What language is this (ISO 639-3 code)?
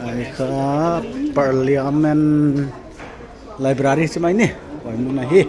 pck